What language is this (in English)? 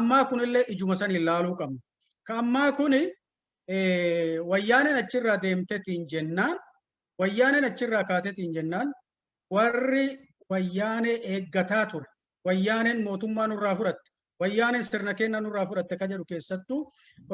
Oromo